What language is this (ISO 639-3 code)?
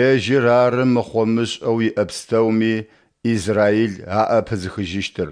ady